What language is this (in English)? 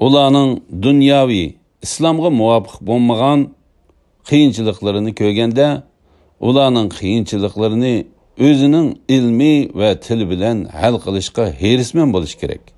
Uyghur